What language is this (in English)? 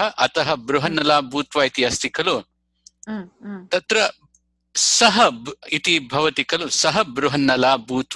Sanskrit